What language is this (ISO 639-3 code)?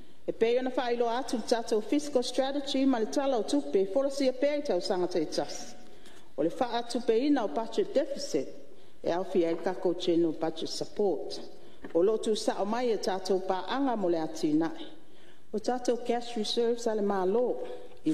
smo